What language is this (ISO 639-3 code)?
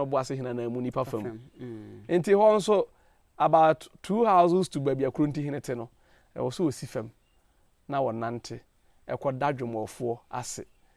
aka